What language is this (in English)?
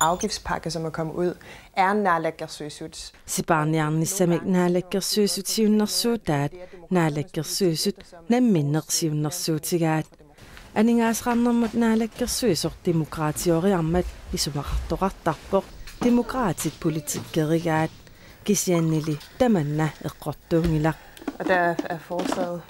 Kalaallisut